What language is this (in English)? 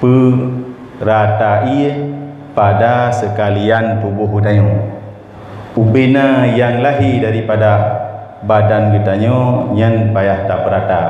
Achinese